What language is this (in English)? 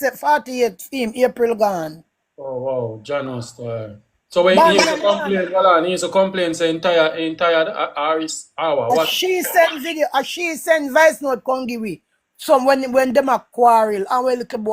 Jamaican Creole English